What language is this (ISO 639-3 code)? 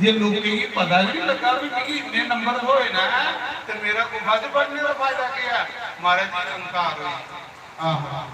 doi